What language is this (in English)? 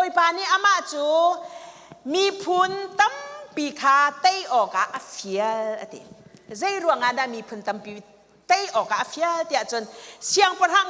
Hakha Chin